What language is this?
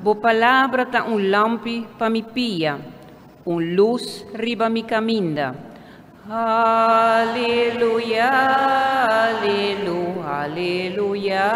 Papiamento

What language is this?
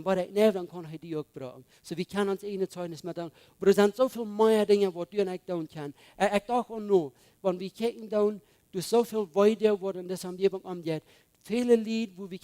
Plautdietsch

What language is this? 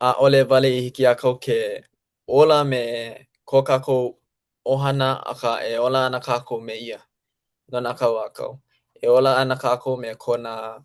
Hawaiian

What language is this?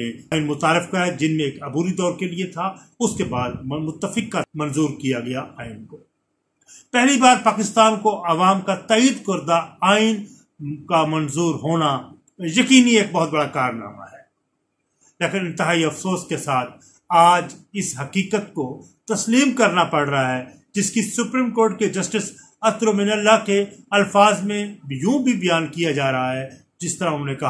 Urdu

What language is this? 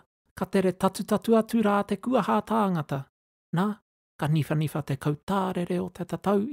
Māori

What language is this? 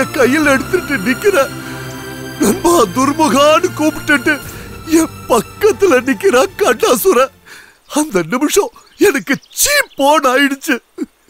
Tamil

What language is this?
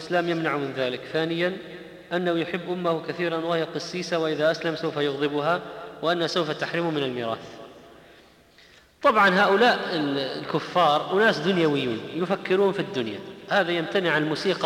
Arabic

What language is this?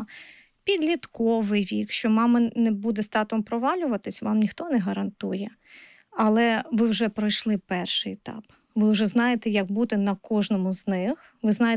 Ukrainian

